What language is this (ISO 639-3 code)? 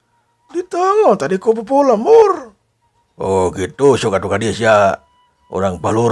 sun